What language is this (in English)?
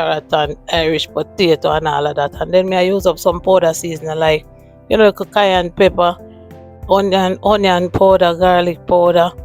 Jamaican Creole English